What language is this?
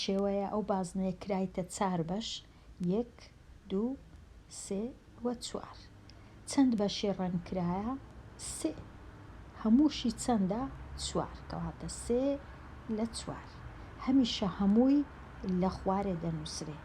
Central Kurdish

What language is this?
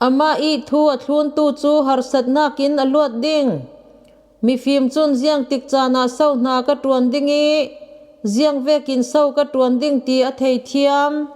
Falam Chin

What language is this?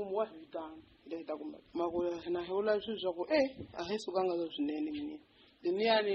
Tsonga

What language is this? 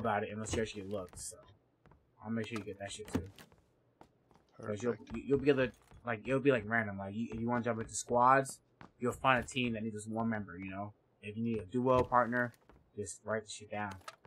English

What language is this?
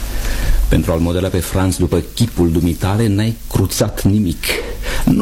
Romanian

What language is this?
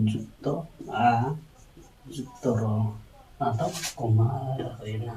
Santali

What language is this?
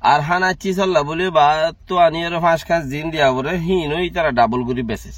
Rohingya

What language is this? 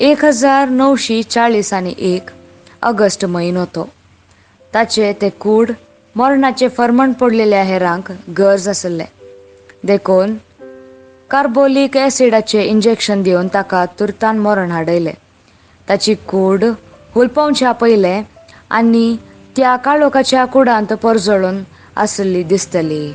Konkani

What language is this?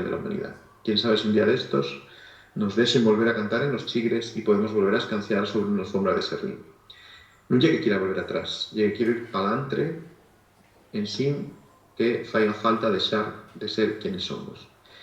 Asturian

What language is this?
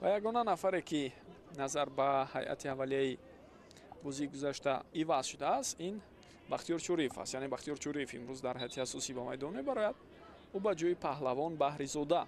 Tajik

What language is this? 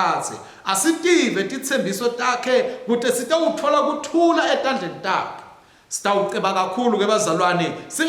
Swati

